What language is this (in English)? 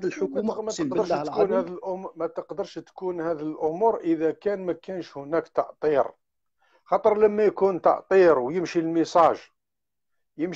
Algerian Arabic